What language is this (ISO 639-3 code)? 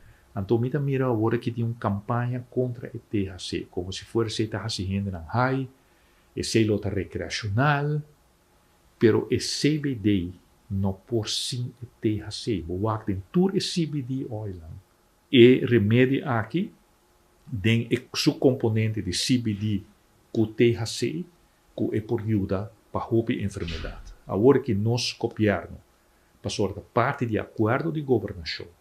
pap